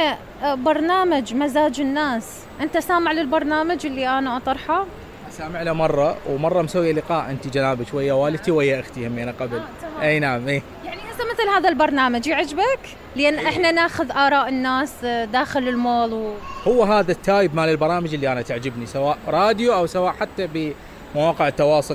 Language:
Mesopotamian Arabic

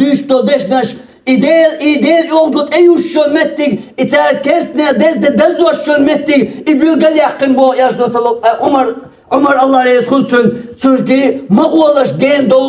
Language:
Chechen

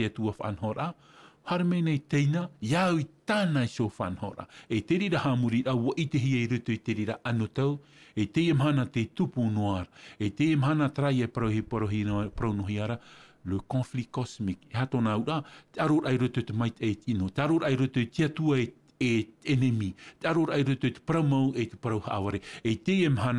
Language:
Tahitian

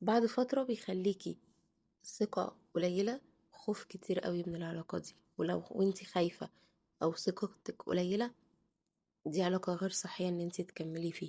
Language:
Egyptian Arabic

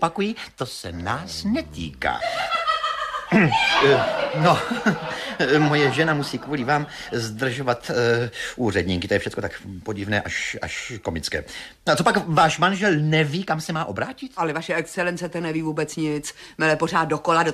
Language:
Czech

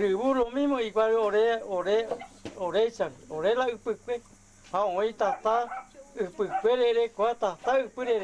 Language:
Guarani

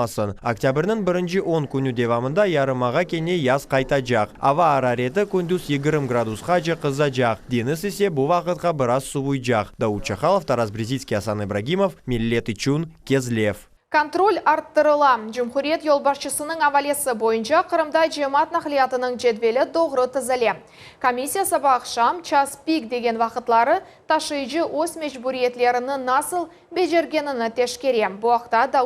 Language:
Crimean Tatar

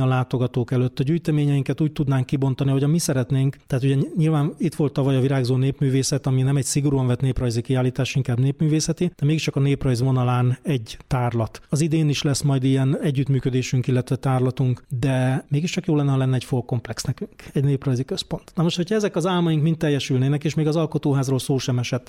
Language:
Hungarian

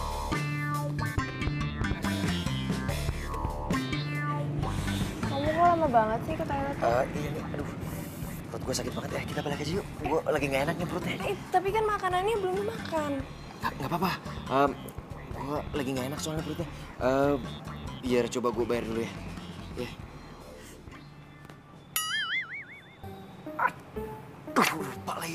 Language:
Indonesian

